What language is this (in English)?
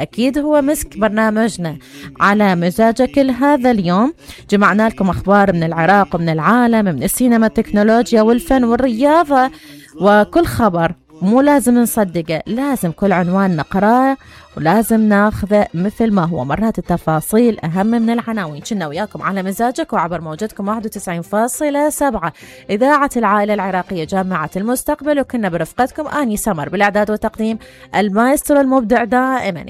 Mesopotamian Arabic